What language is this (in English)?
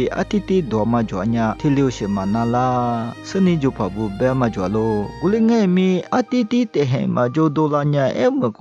Lisu